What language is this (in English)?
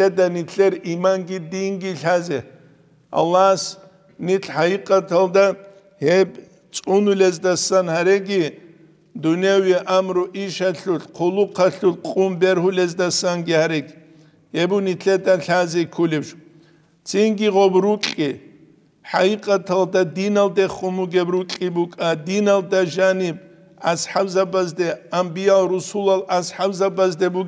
Avaric